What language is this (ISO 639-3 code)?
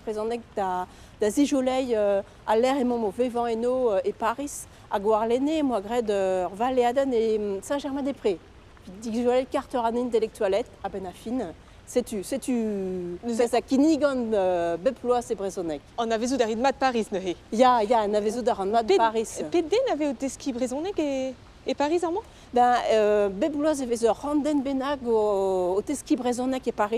bre